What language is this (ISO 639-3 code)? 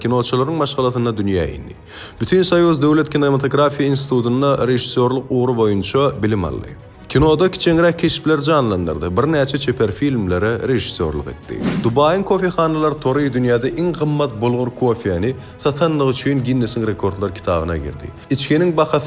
tuk